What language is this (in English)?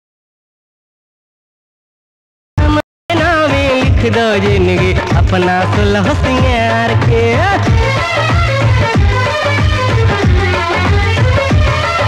Bhojpuri